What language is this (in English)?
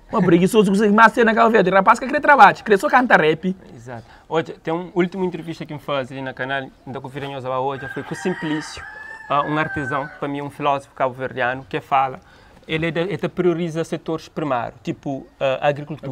Kabuverdianu